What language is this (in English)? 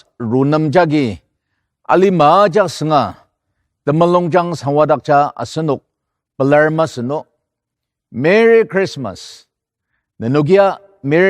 Ao Naga